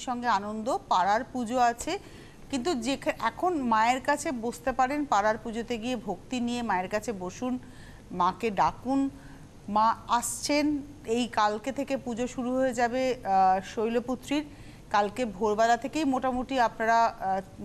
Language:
Bangla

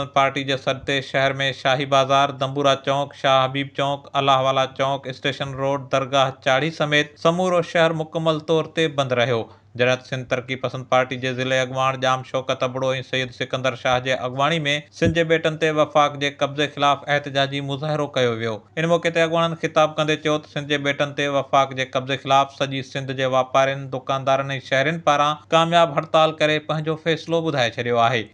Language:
Sindhi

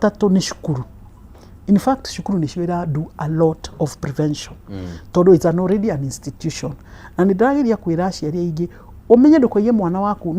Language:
Kikuyu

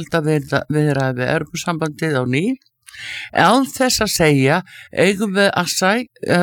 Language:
Icelandic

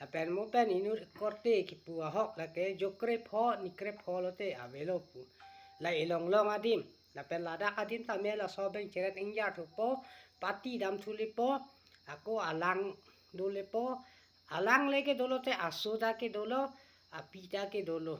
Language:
Karbi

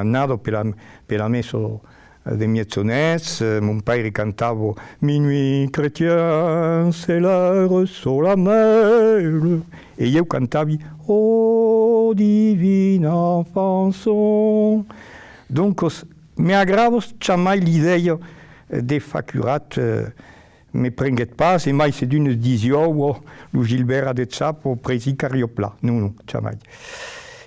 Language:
Occitan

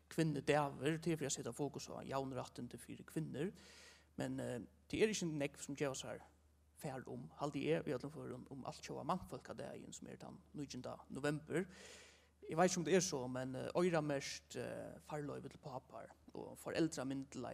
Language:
Faroese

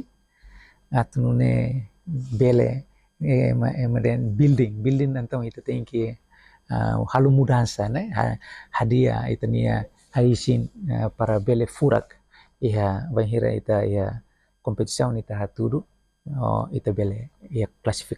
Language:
Tetum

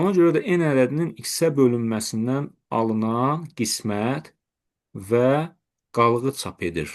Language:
Azerbaijani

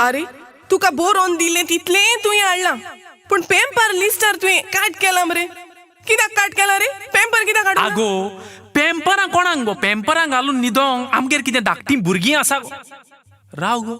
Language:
Konkani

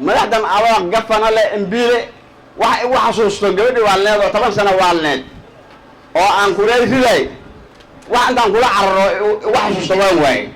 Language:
Somali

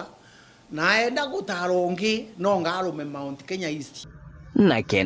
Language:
Meru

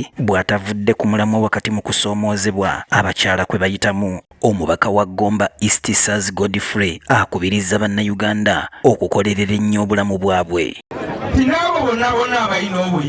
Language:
Ganda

